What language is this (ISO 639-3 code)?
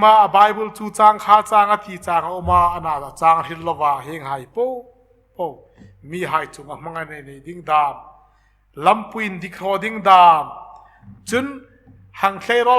hmr